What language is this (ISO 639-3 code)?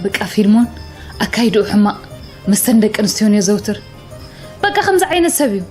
tir